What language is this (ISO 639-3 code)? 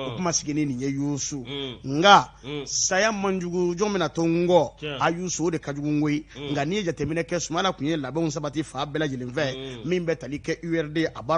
bam